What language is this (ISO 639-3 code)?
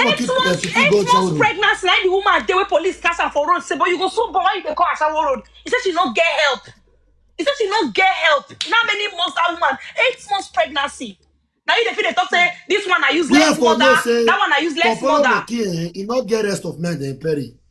pcm